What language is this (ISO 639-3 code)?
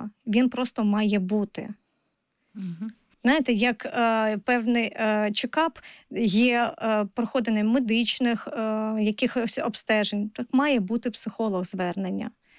ukr